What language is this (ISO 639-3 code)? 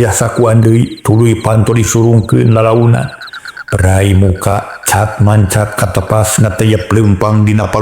sun